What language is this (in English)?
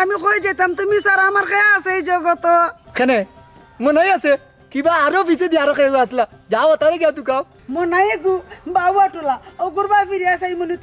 Sylheti